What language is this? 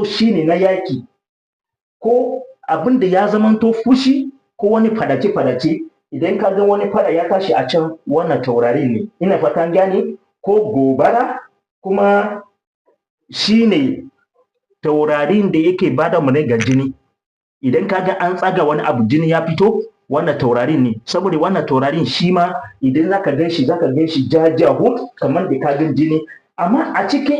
Hausa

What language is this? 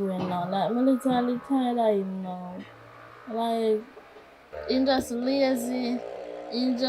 Jamaican Creole English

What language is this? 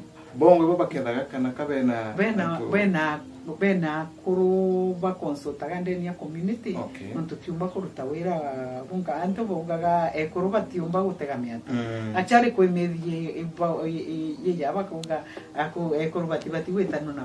Meru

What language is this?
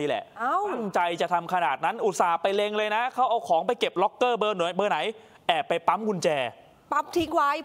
Thai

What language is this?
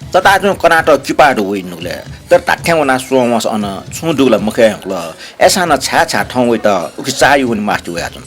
Newari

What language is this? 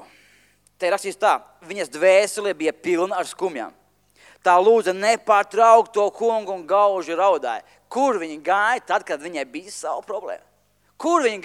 Latvian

